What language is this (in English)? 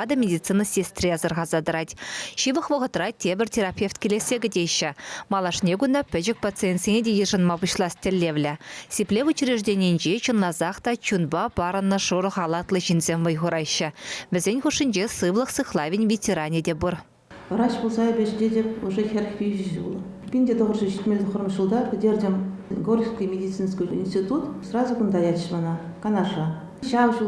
Chuvash